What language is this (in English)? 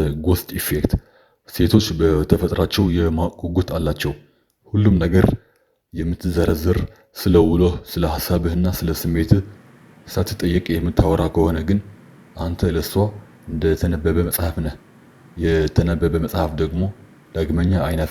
Amharic